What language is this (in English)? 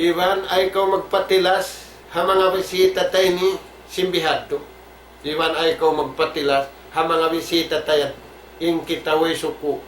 Tausug